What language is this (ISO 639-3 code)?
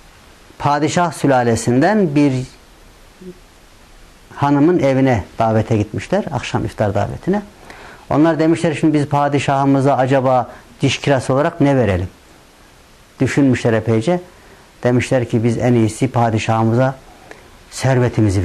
tur